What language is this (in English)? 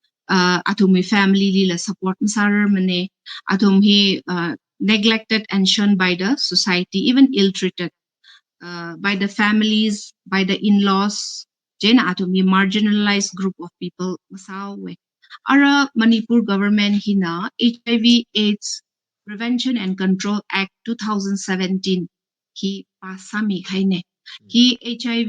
Tangkhul Naga (India)